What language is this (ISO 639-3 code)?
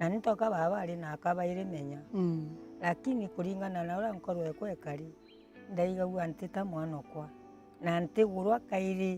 mer